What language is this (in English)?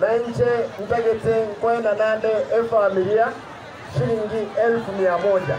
Gusii